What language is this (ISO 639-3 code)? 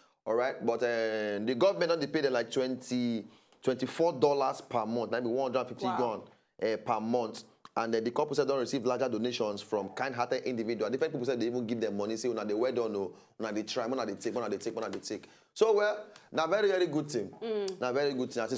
pcm